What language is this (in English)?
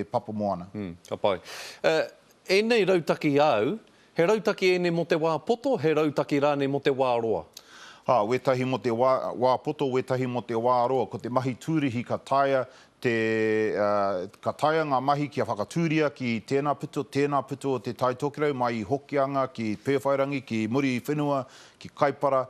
Māori